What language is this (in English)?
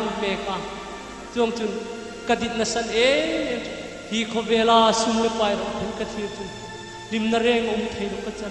Hmar